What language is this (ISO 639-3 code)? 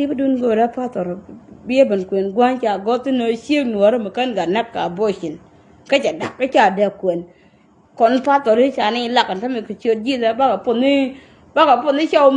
nus